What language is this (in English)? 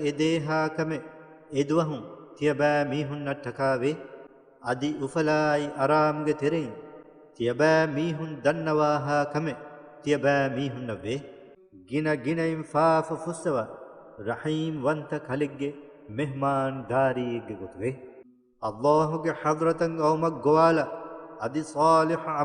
Divehi